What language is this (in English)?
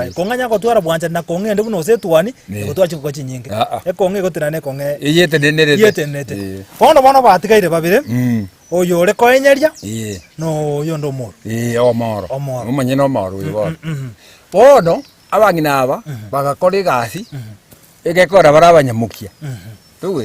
Gusii